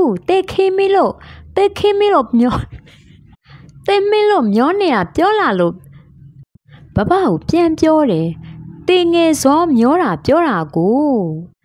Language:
Burmese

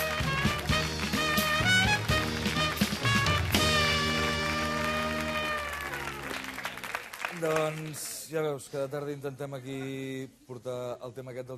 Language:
Catalan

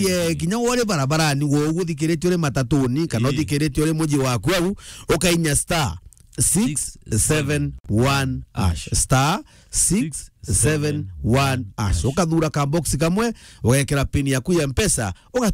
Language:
Meru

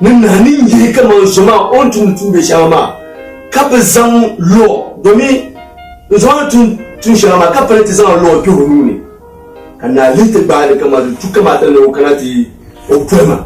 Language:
Dagbani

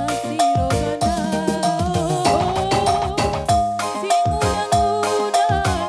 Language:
Batak Karo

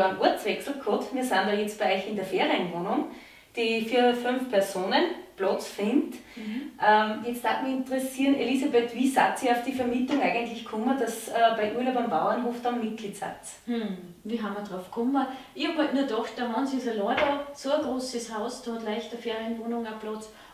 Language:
Bavarian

